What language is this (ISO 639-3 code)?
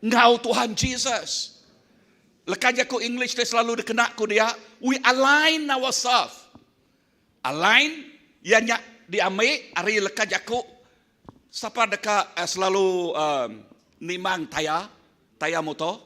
iba